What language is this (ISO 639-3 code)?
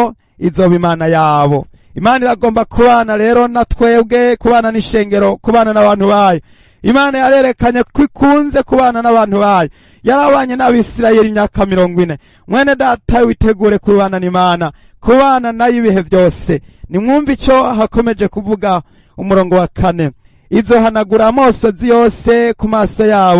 run